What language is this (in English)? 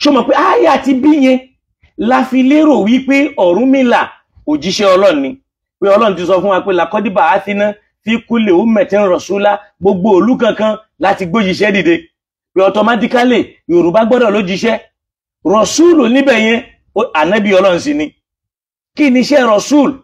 Yoruba